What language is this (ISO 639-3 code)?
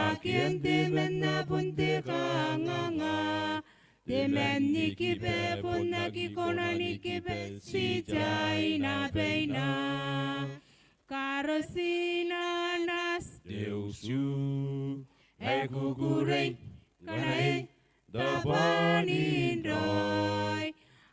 gil